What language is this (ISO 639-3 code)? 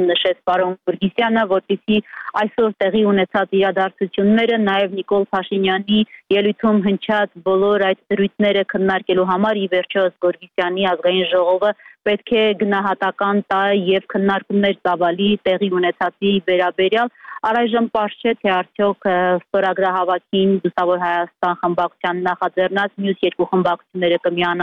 hye